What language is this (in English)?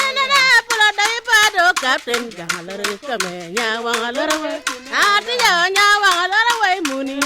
Acoli